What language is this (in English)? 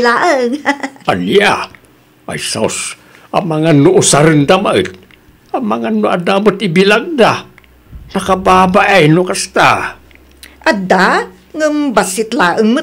Iloko